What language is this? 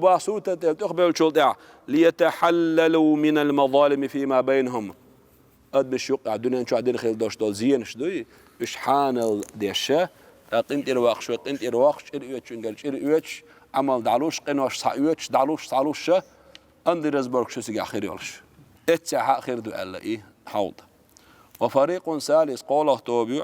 Chechen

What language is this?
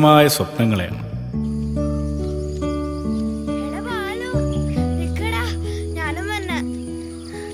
Malayalam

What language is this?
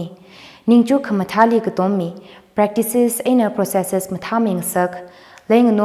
Tangkhul Naga (India)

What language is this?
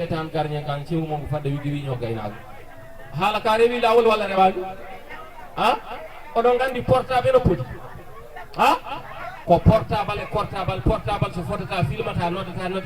Fula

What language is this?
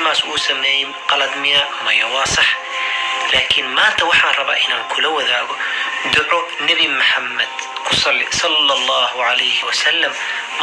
Somali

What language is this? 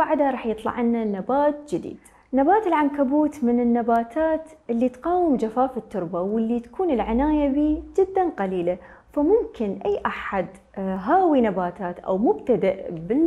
Mesopotamian Arabic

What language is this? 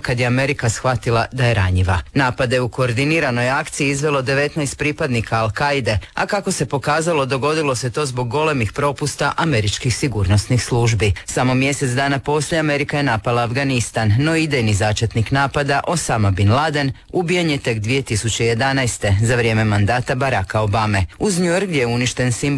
Croatian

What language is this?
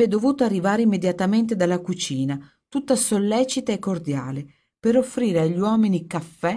Italian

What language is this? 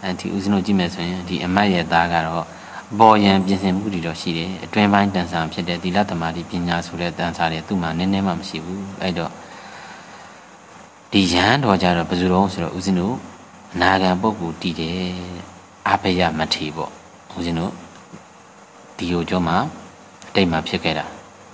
Burmese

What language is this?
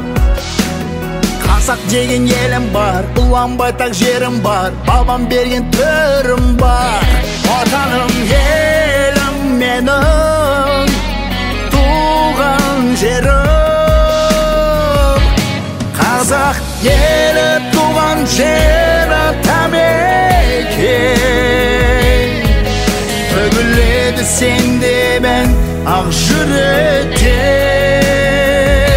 Kazakh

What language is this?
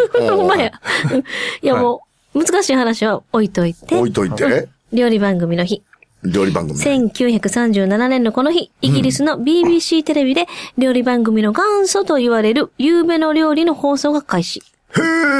Japanese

